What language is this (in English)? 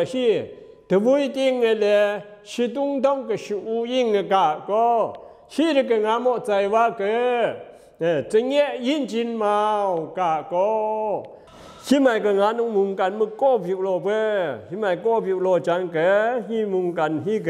Zaiwa